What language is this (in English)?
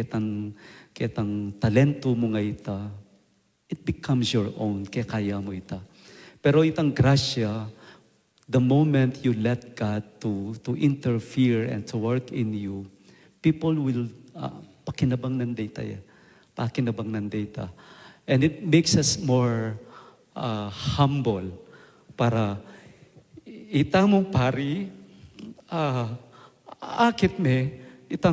Pampanga